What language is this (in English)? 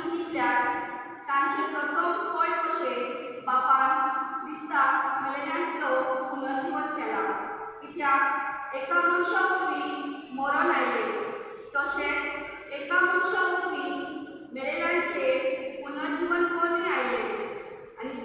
Konkani